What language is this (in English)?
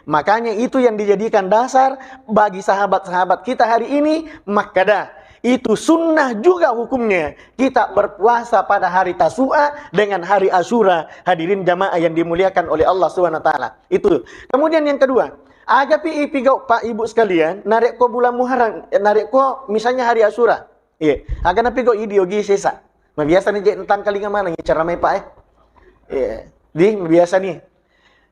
Buginese